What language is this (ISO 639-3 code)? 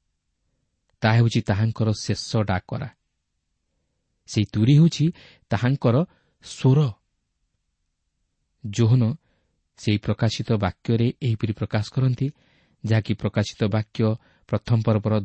ori